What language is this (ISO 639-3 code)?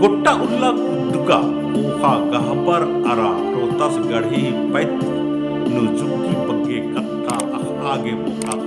kru